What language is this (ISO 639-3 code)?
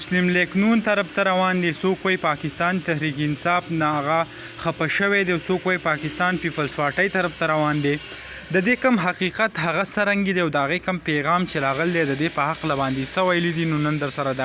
pus